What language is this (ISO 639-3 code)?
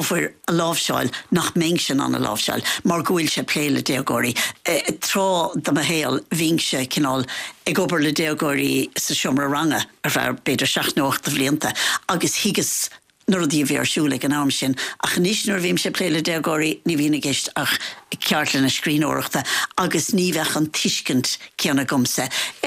gle